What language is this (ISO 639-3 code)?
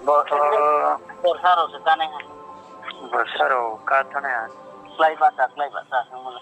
ria